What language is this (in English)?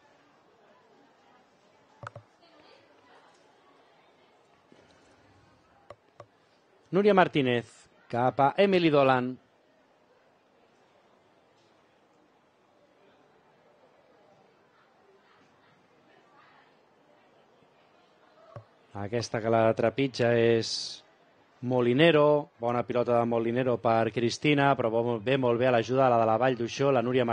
Catalan